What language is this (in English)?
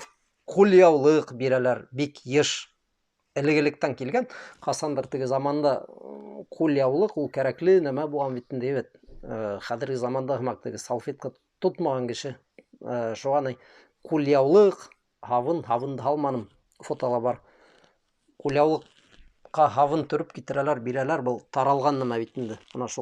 Bashkir